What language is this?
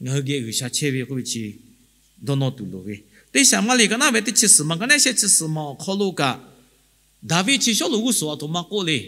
Lahu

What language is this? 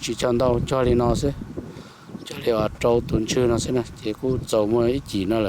Hmong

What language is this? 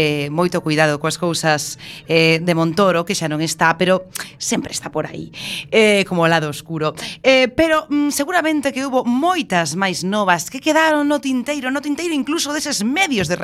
Galician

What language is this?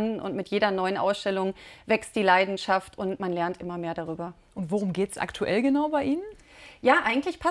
German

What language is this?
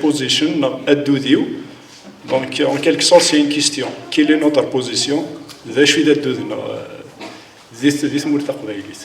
Kabyle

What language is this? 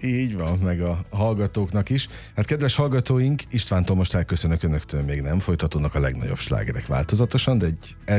Hungarian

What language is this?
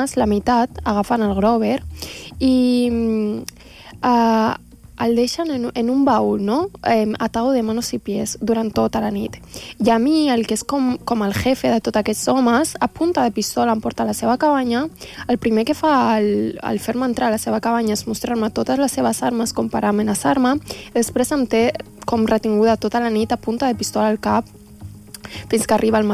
Catalan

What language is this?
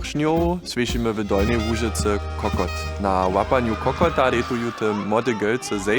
Lower Sorbian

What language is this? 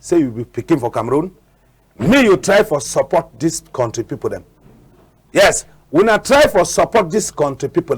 Cameroon Pidgin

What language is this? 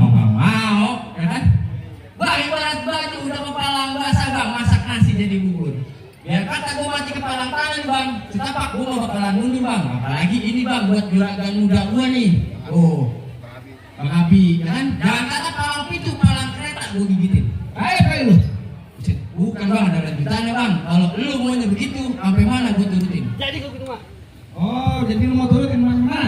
Betawi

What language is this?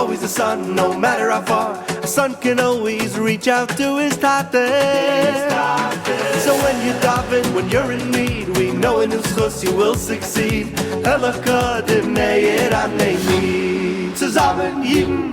Yiddish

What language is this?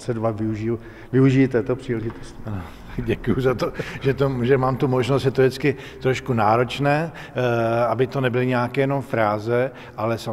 Czech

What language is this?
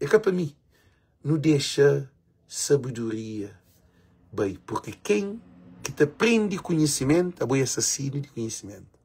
Kabuverdianu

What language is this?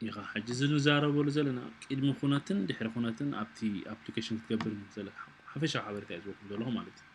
Tigrinya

